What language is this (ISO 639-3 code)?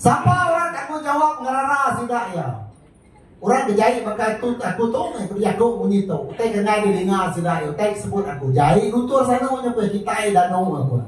iba